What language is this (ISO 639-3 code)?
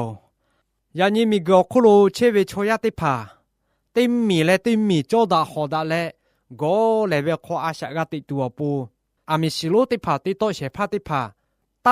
lhu